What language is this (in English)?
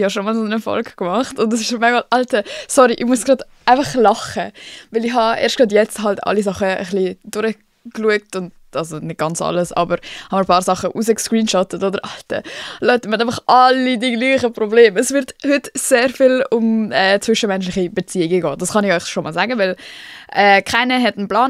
Swiss German